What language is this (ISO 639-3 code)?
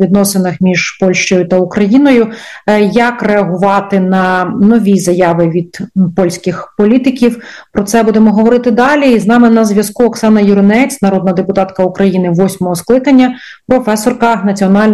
ukr